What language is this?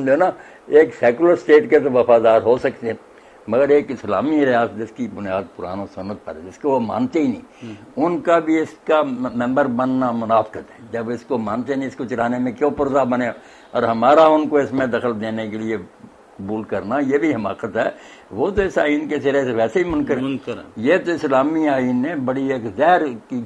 Urdu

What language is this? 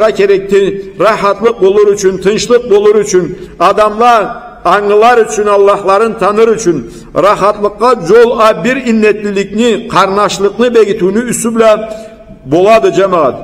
Karachay-Balkar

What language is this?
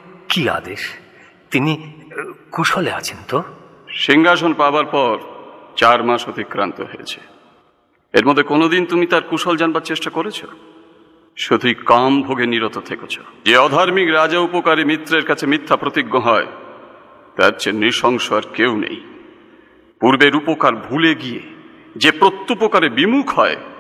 Bangla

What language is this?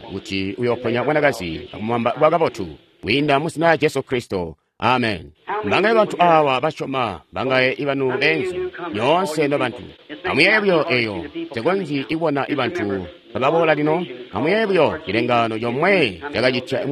Tonga (Zambia)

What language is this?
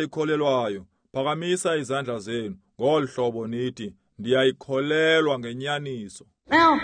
Xhosa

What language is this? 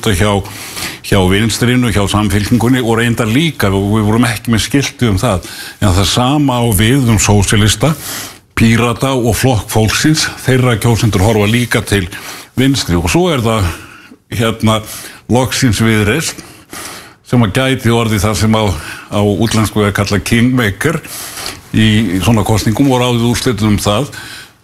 Icelandic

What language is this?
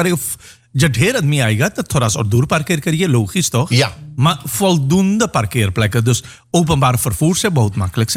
Dutch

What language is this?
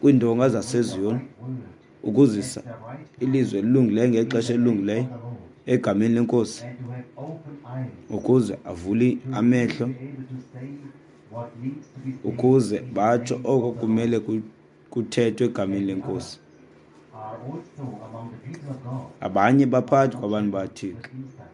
Xhosa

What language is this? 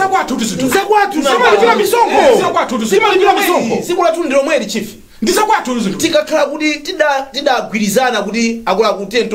Nyanja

